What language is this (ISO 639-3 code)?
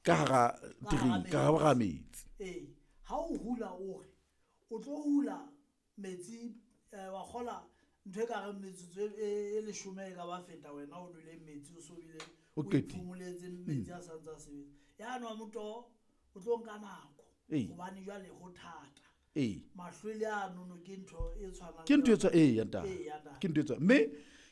sot